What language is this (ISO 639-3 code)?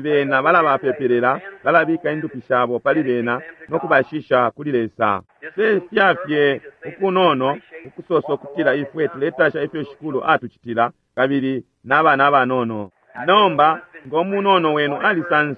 bem